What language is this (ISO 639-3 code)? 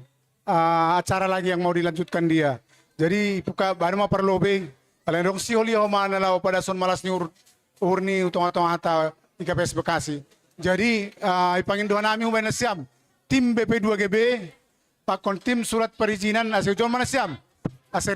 bts